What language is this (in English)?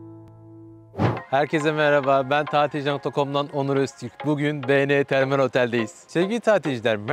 Turkish